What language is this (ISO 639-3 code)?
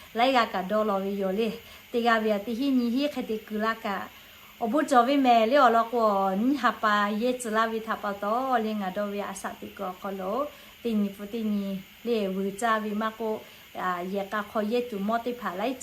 lhu